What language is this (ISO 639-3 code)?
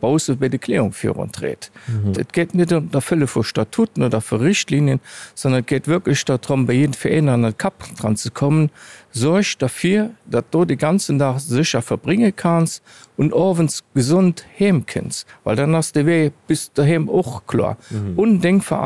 ltz